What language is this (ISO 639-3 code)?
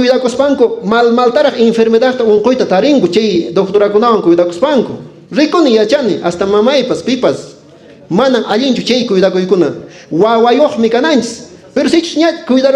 que